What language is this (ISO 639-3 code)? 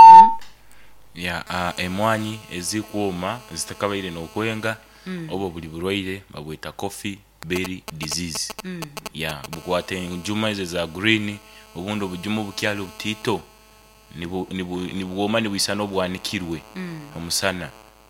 nyo